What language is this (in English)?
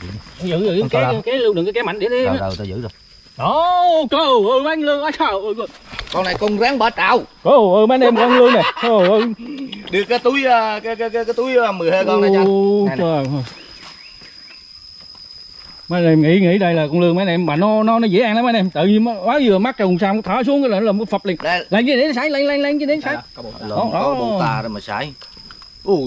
Vietnamese